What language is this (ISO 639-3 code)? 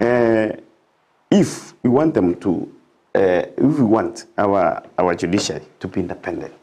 guz